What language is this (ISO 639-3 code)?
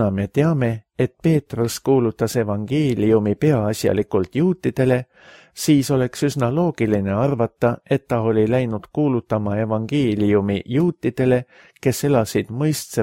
est